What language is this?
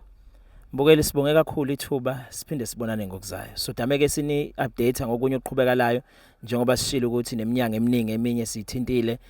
Zulu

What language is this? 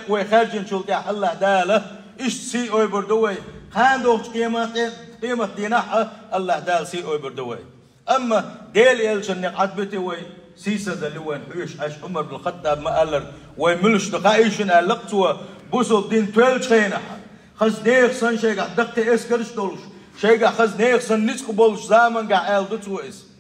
Chechen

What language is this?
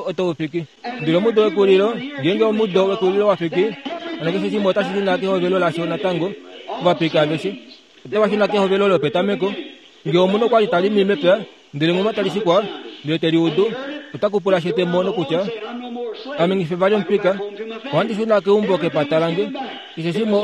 Kuanyama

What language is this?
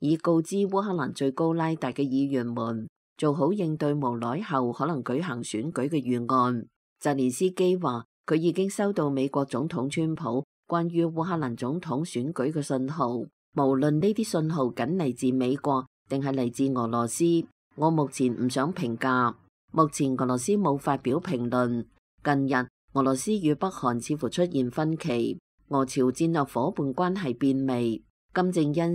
Cantonese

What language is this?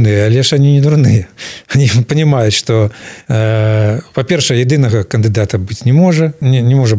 Belarusian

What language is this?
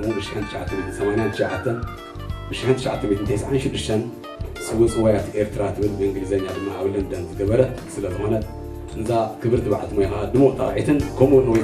Tigrinya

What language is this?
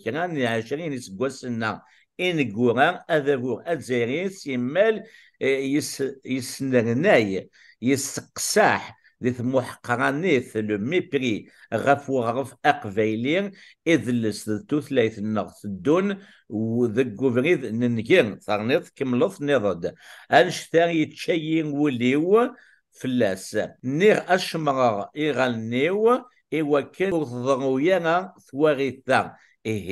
Kabyle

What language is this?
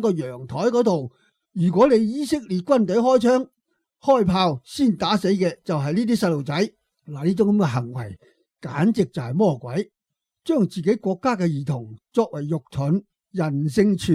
Cantonese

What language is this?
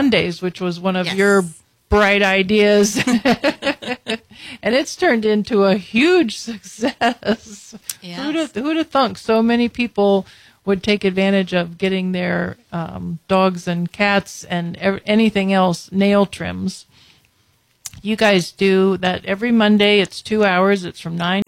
English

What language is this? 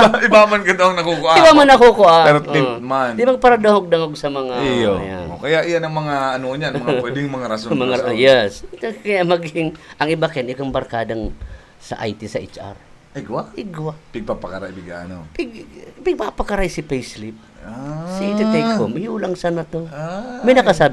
Bikol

